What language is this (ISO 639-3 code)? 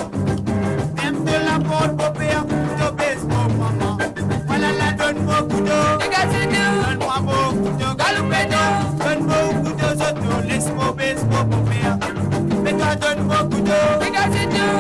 mfe